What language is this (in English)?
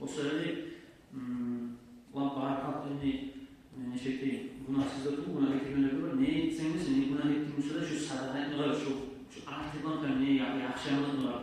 Kumyk